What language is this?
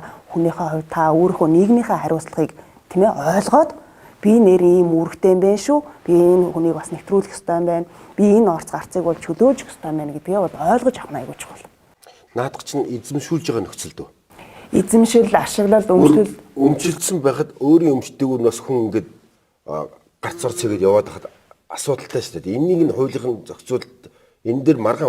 Mongolian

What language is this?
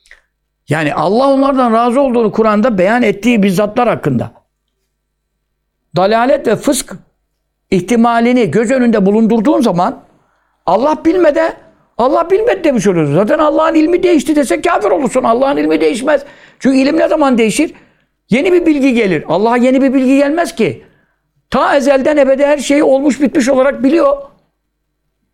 Turkish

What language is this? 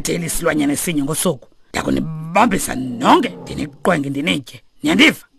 Xhosa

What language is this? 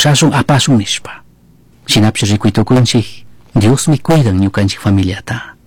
Chimborazo Highland Quichua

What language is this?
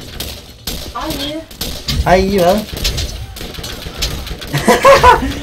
Danish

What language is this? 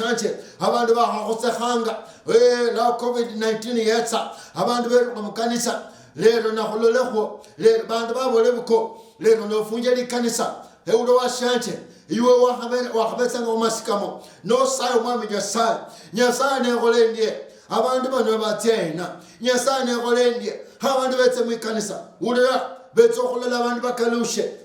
Luyia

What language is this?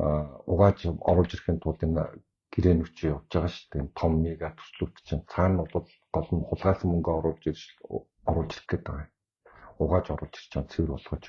Mongolian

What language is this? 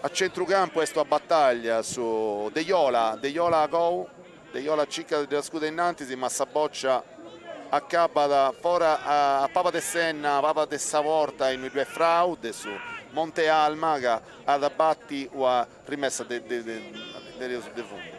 Sardinian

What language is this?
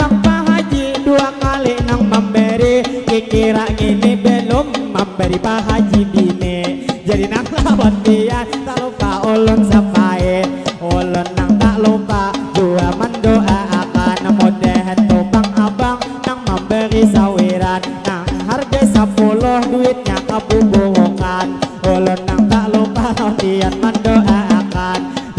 Banjar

